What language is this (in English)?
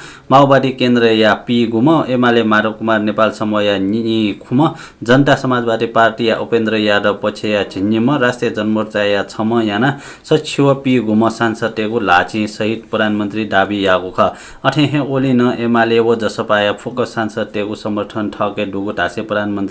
Newari